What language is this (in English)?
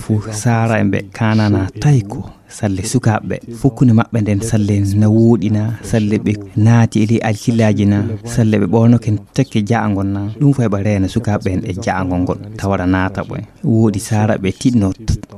Fula